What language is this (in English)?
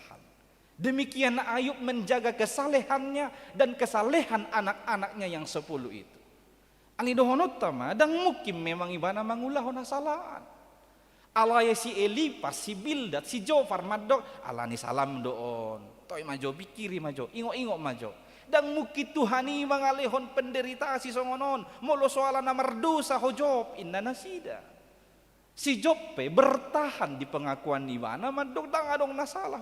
Batak Toba